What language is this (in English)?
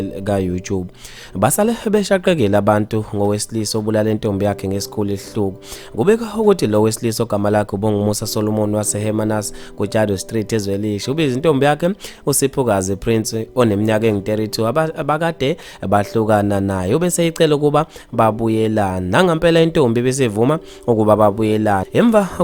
Zulu